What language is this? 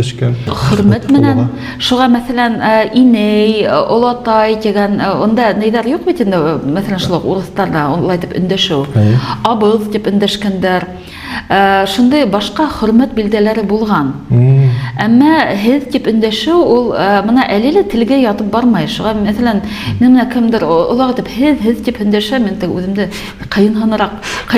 Bashkir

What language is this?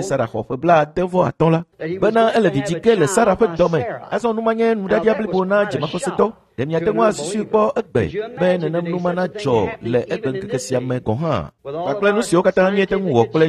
Ewe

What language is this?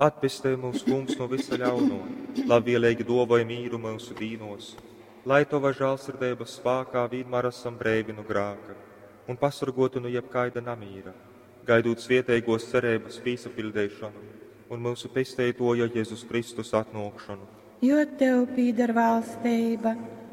Latgalian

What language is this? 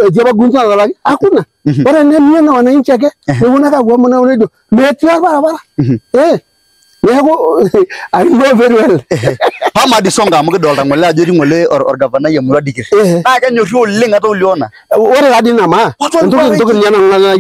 Masai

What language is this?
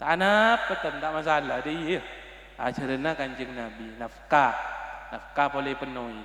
Madurese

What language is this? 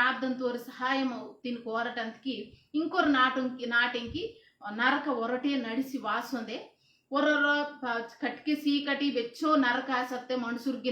Koya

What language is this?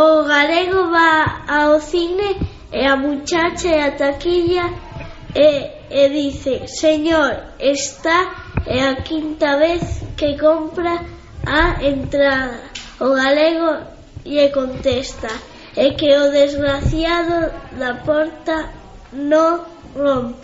Galician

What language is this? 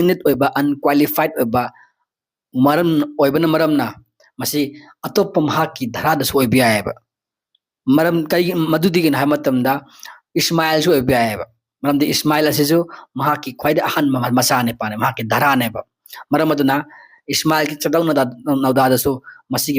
Manipuri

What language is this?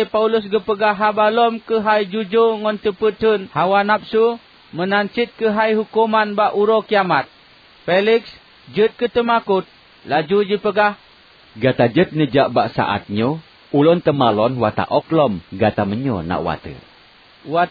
Achinese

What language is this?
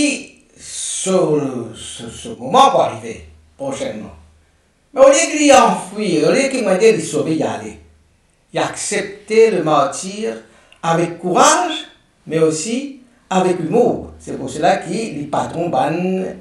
Morisyen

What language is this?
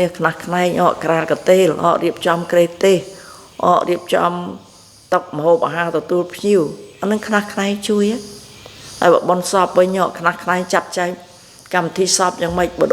Khmer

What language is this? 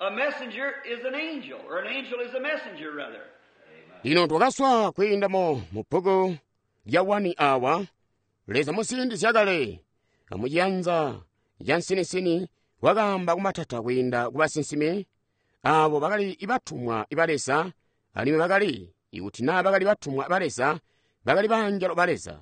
Tonga (Zambia)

